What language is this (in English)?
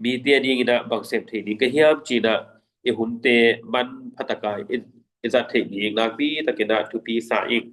Tedim Chin